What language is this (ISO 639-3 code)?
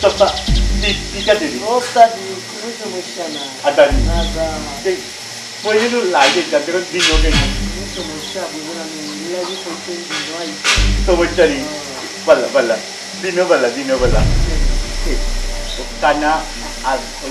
syl